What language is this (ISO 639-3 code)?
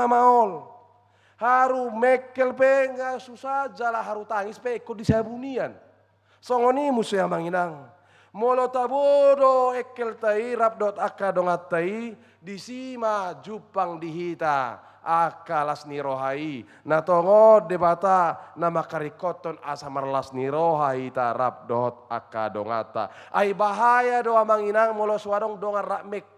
bbc